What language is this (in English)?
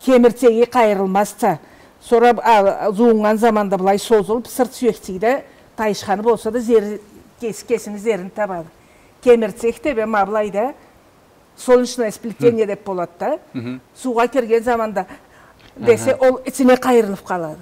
Karachay-Balkar